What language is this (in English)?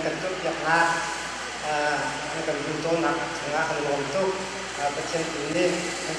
Hakha Chin